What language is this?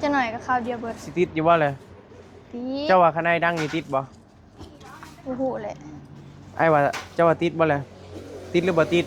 Northeastern Thai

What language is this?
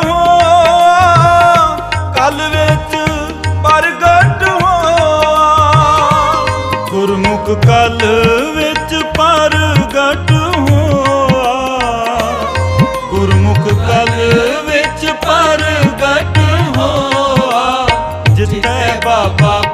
Punjabi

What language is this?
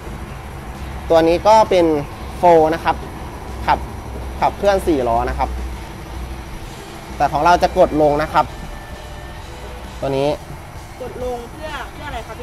Thai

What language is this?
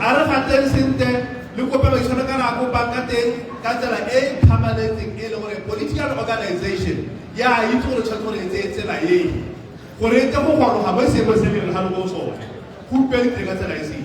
Tswana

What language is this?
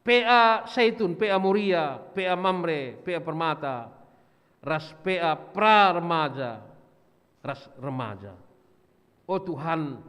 Batak Karo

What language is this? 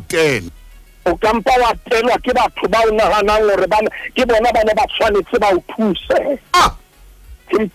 Southern Sotho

